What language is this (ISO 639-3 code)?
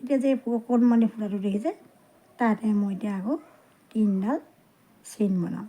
asm